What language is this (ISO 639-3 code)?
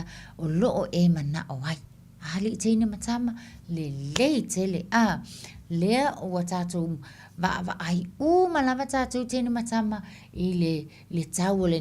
smo